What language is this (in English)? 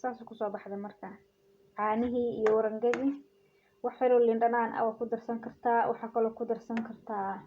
Somali